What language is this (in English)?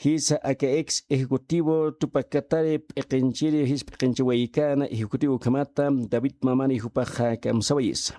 Aymara